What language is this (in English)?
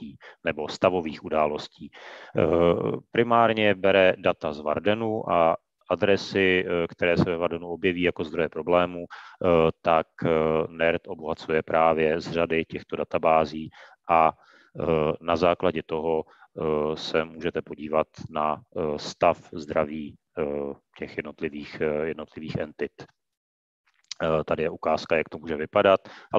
Czech